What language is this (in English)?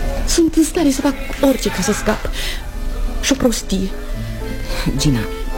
Romanian